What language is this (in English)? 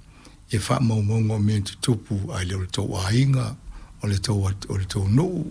Samoan